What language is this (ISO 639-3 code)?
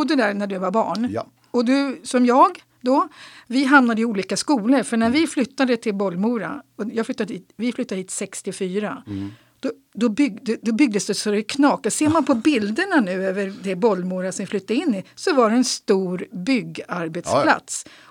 swe